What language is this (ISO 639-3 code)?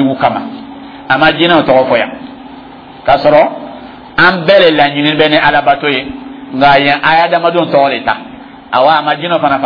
dyu